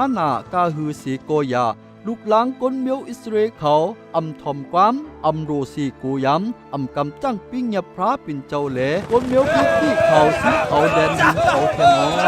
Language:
Shan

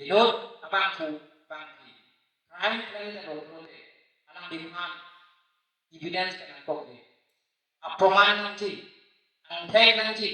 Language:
Karbi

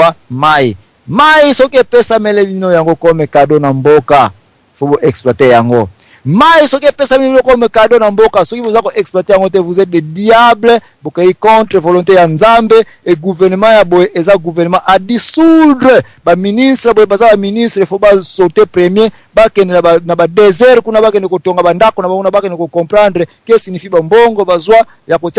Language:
Lingala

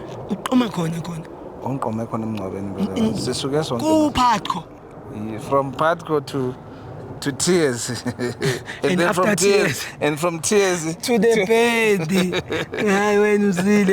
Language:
Zulu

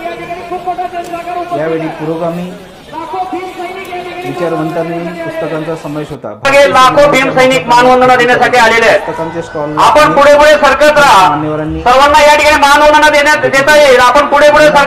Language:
Marathi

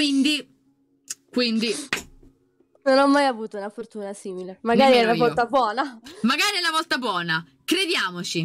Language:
Italian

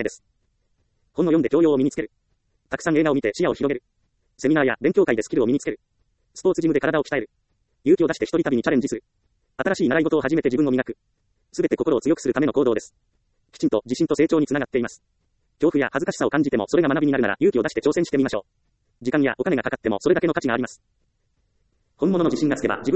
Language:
Japanese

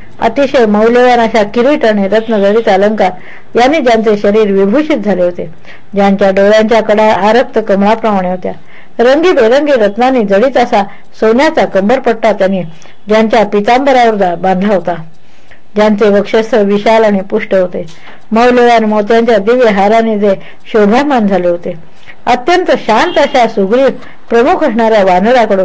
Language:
Marathi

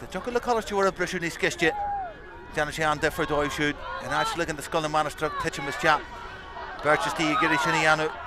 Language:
Irish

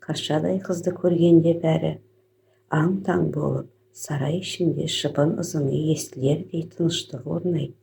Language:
Kazakh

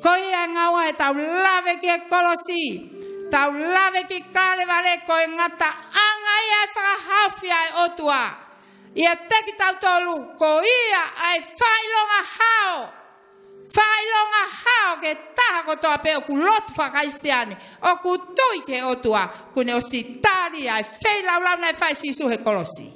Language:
Tongan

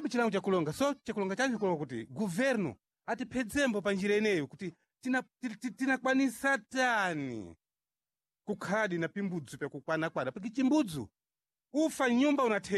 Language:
Sena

